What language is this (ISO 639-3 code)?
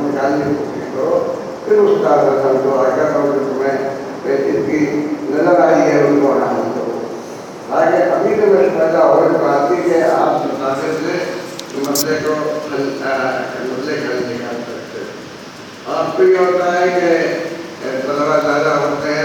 urd